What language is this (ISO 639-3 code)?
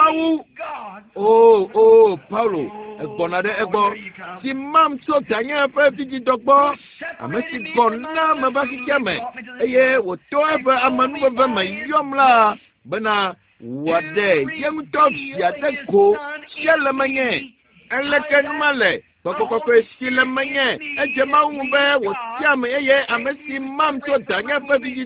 ewe